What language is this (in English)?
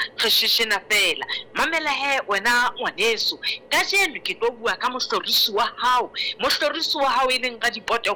Southern Sotho